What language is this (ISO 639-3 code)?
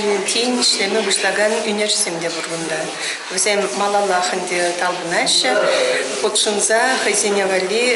chv